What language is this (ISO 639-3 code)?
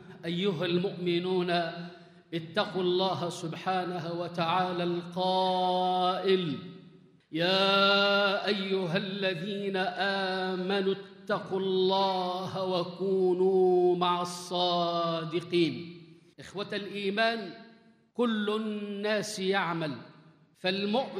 aeb